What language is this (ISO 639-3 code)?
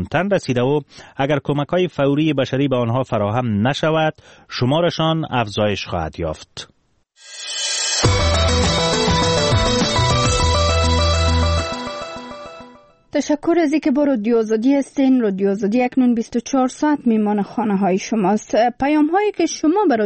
fas